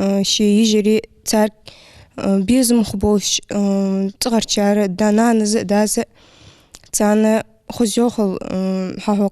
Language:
Ingush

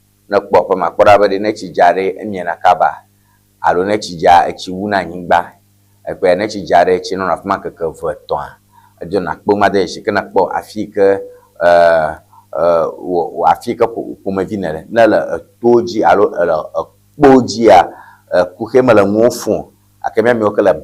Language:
Ewe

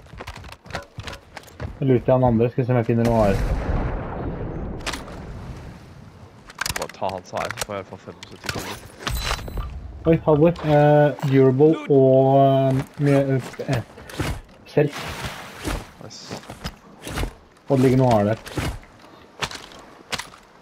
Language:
Norwegian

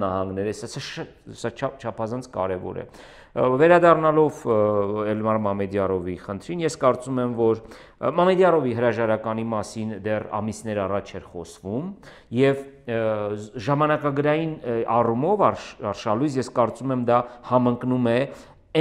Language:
Armenian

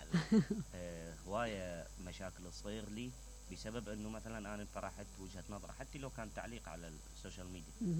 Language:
Mesopotamian Arabic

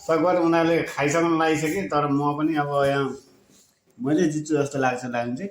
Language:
Nepali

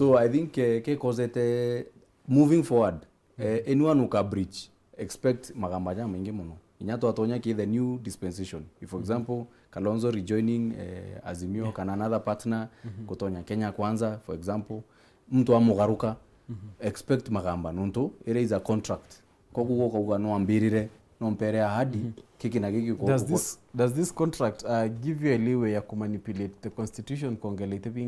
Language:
Meru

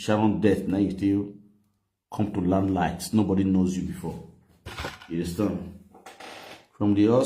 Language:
Nigerian Pidgin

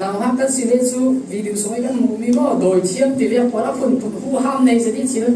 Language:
Falam Chin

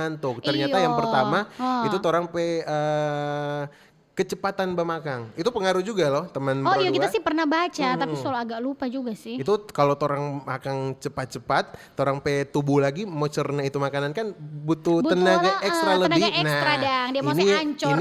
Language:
Manado Malay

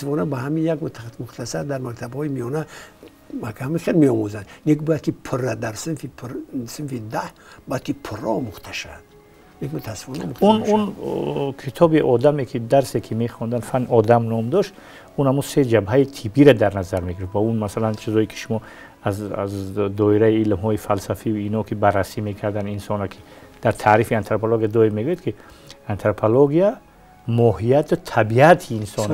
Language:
Tajik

